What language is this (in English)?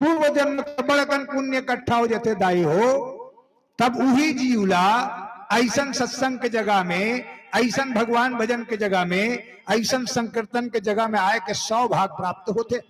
Chhattisgarhi